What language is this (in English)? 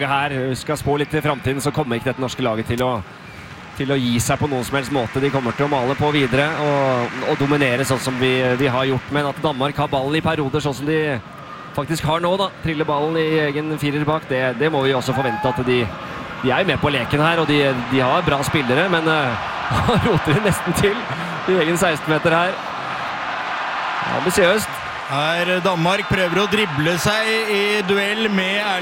Norwegian